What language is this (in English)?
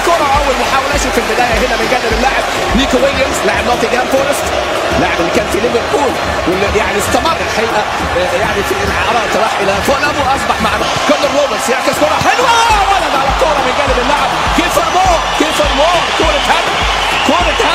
Arabic